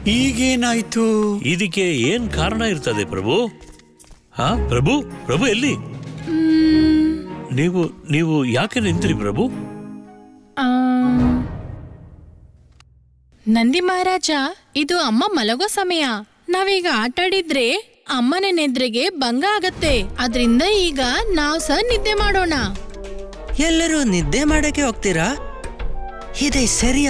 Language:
Kannada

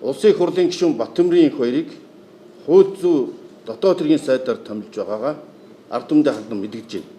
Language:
Mongolian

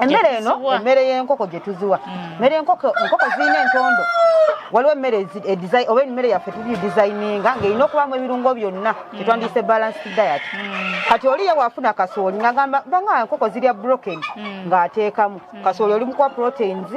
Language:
Ganda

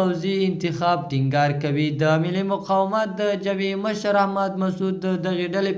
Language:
Pashto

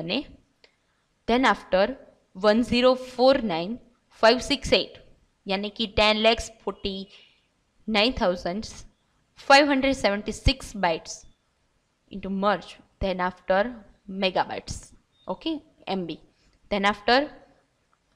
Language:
Gujarati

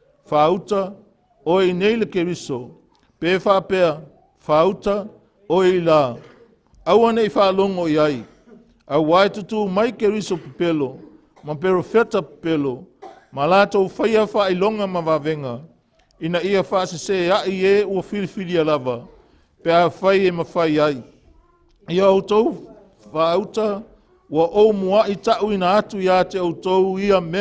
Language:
Samoan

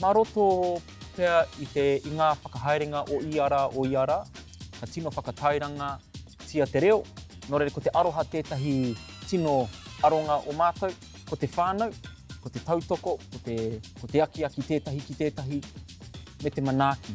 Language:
Māori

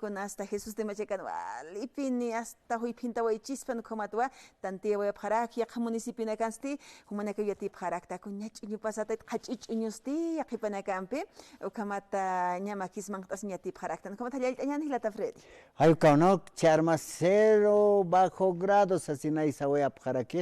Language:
Aymara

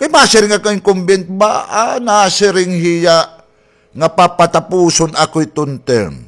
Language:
Waray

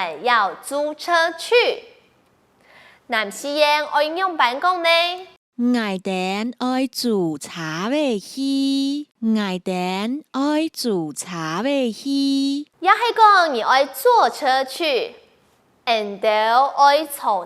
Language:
Hakka Chinese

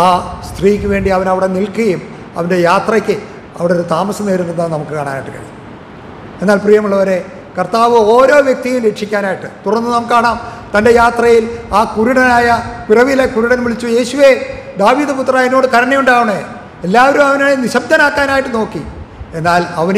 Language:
Malayalam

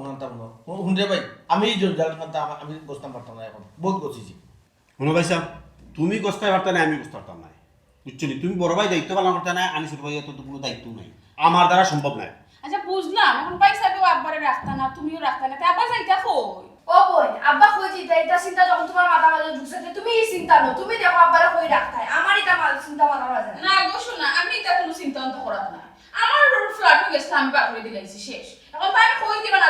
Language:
Sylheti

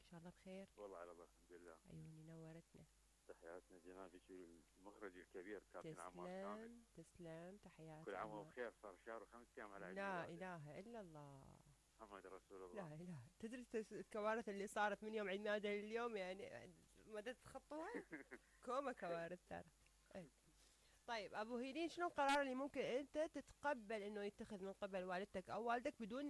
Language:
Mesopotamian Arabic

